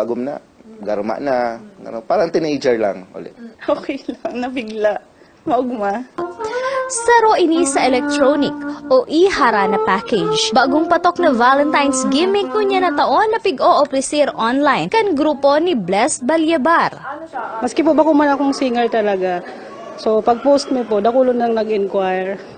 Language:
Bikol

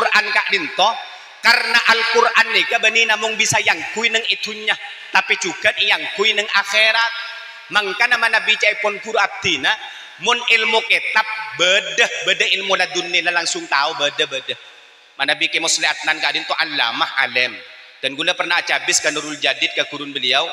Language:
Madurese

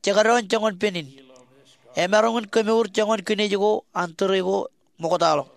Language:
Marshallese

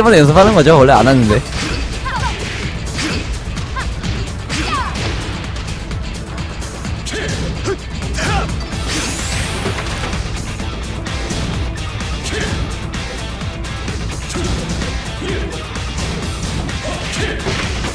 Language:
Korean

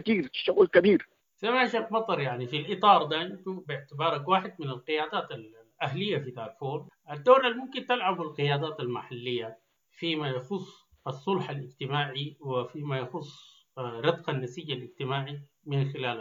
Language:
Sudanese Arabic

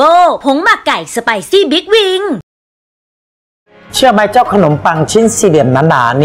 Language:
Thai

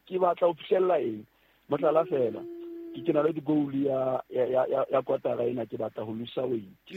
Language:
Southern Sotho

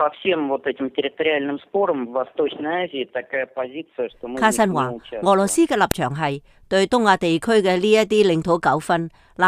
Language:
Cantonese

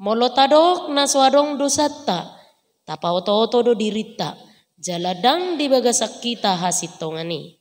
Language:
Batak Toba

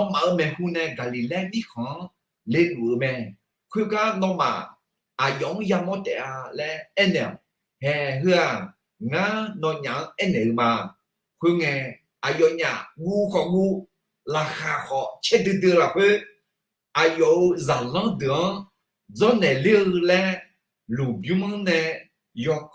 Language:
Akha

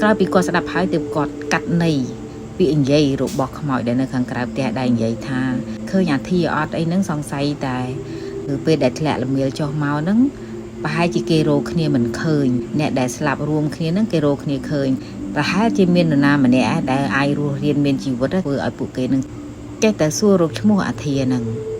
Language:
Khmer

